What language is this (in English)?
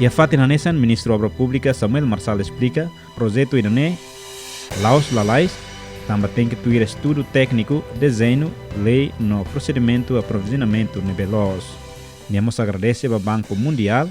Tetum